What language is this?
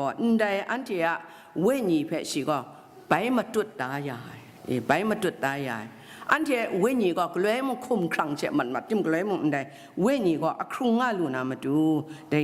Kachin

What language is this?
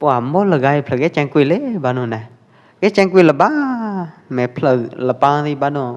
Pwo Eastern Karen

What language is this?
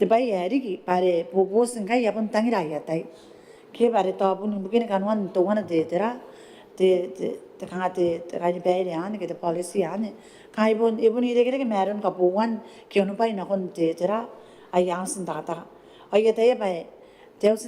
Gilbertese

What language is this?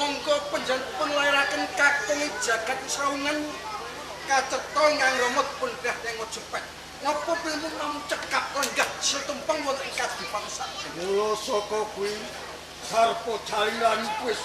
Javanese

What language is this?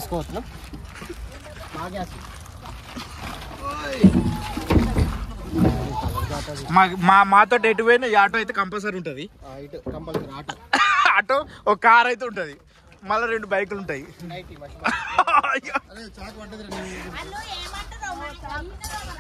Telugu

